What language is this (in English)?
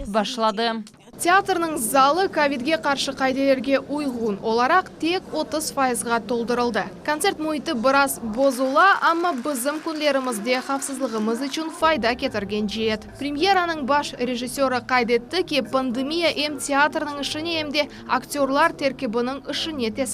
Crimean Tatar